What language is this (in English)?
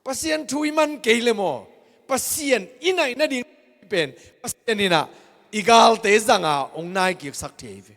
Tedim Chin